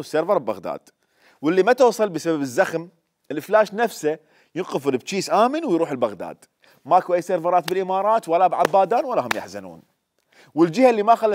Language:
Mesopotamian Arabic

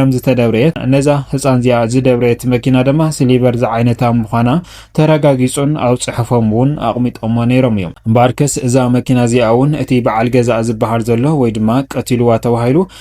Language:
Tigrinya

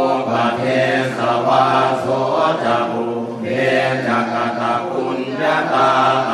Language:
Pali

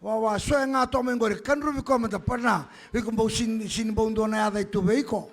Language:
Fijian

